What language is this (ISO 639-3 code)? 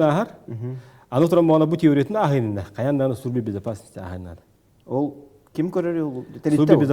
sah